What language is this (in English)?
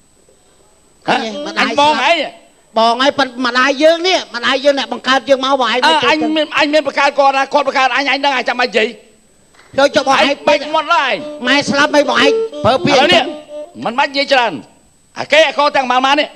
Khmer